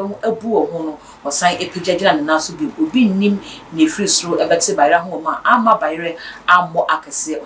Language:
Akan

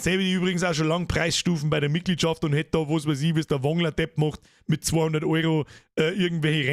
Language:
Bavarian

